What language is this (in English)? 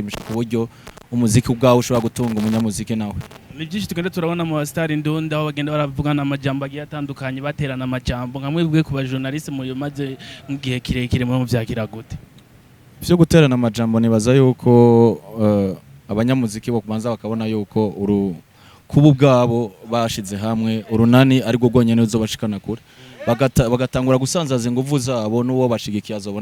Rundi